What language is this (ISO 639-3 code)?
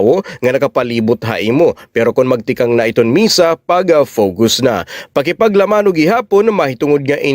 war